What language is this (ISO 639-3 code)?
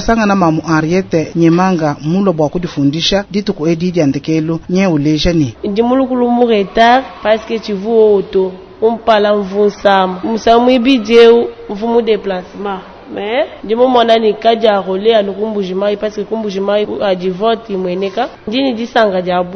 lua